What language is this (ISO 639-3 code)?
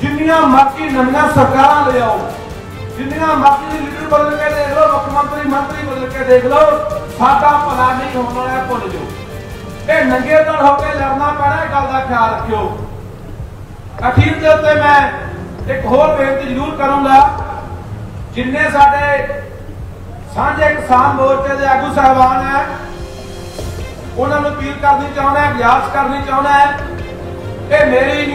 pan